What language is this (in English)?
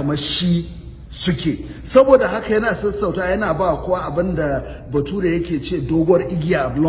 Hausa